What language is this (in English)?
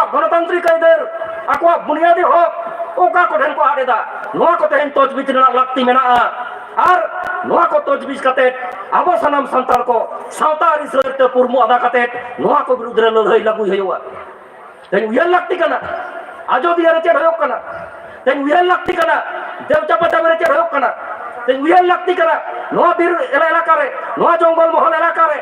Santali